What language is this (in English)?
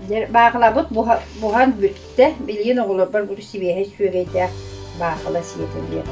Yakut